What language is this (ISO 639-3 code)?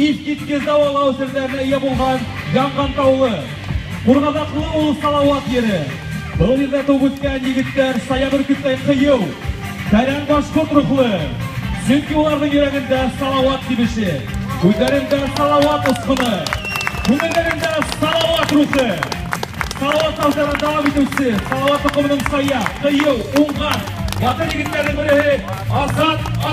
bak